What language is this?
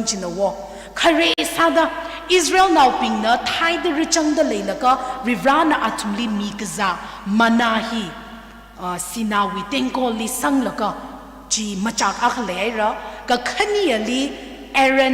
Tangkhul Naga (India)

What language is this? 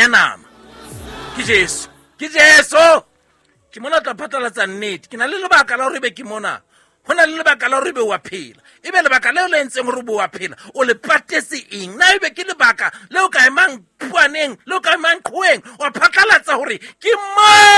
Southern Sotho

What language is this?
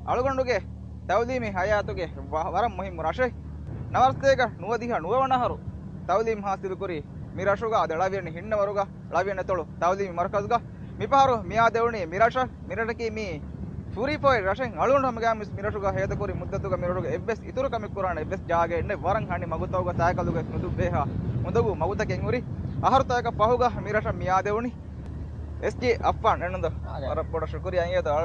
Divehi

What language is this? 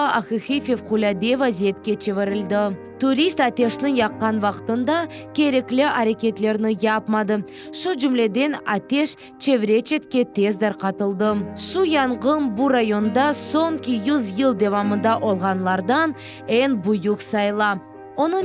Crimean Tatar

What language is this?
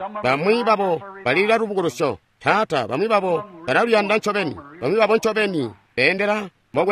Tonga (Zambia)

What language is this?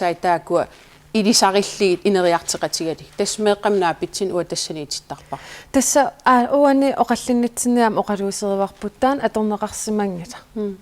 Kalaallisut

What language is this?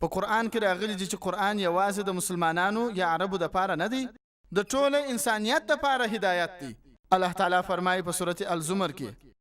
Pashto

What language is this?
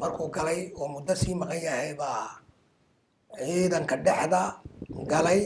Somali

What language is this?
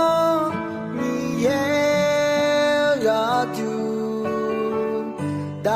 Akha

